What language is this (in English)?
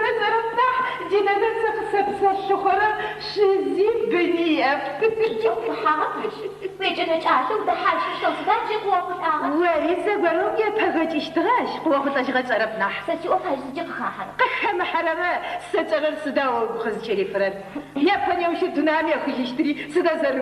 Adyghe